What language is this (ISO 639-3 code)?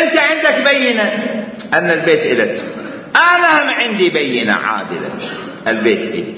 acm